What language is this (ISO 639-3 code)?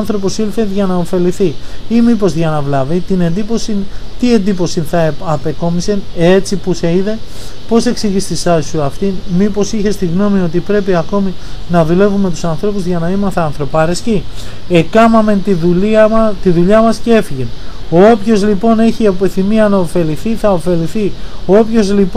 ell